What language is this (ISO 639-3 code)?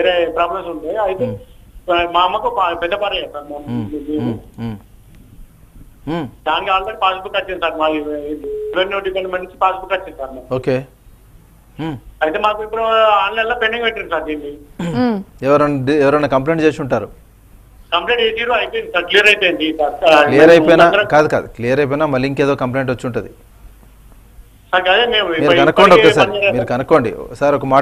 tel